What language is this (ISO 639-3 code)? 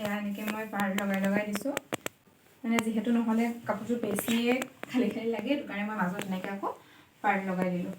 asm